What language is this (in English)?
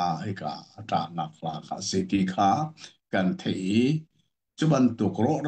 Hakha Chin